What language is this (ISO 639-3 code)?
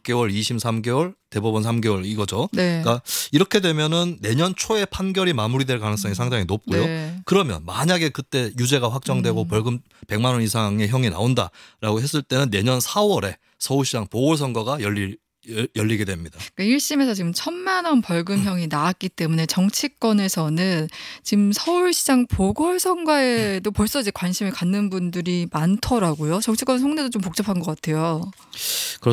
kor